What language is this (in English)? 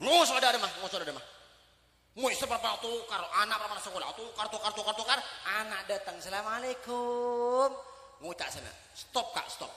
Madurese